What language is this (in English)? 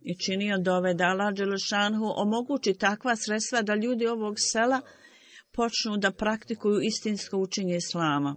Bosnian